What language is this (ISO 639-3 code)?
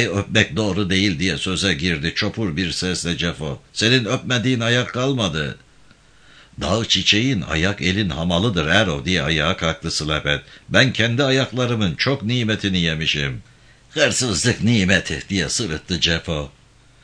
tur